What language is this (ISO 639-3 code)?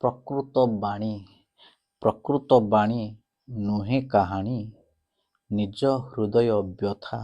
ori